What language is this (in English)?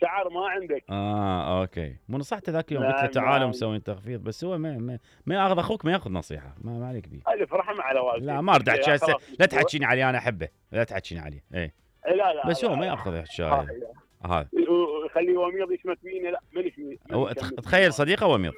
Mesopotamian Arabic